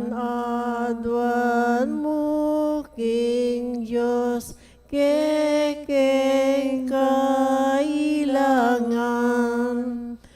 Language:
Pampanga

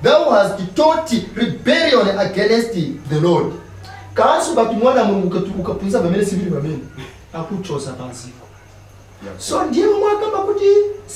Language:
Nyanja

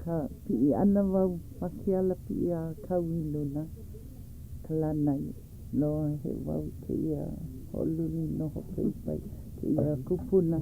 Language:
Hawaiian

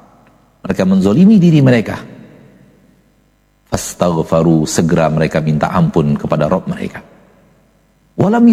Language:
Indonesian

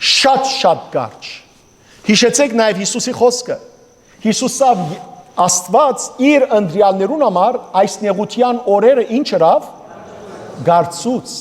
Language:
Western Armenian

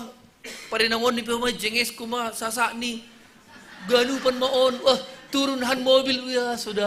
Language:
Batak Simalungun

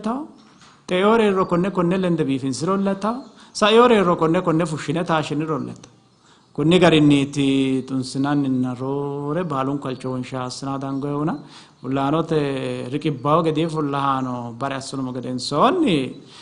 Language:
Sidamo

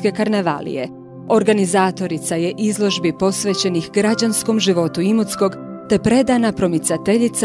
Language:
Croatian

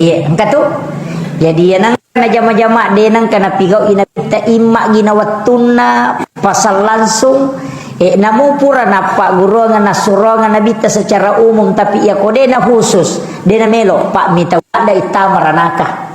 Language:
Buginese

